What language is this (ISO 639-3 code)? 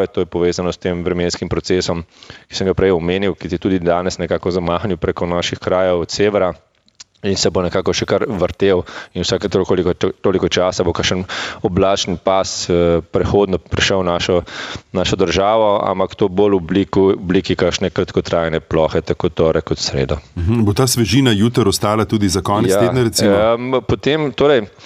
slv